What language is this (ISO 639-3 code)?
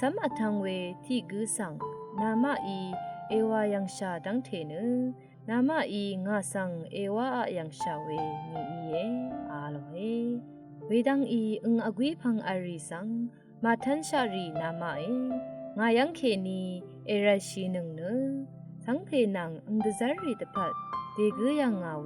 raw